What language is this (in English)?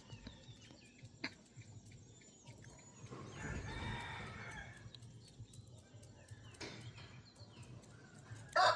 Northeastern Thai